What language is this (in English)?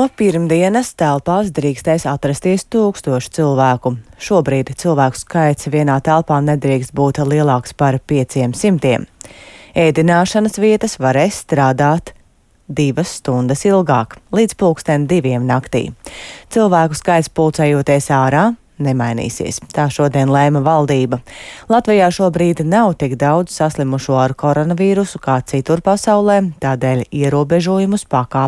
Latvian